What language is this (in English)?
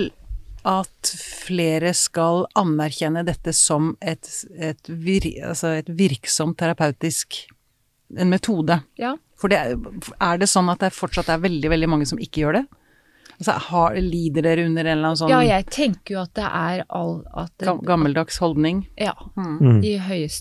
Norwegian